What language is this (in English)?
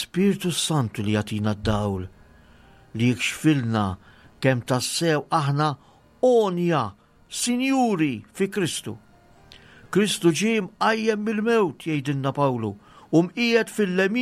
Maltese